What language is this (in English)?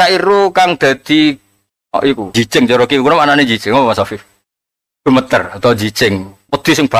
Javanese